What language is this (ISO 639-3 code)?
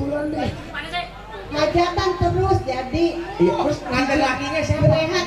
bew